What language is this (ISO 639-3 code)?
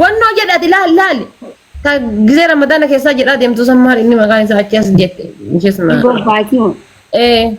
orm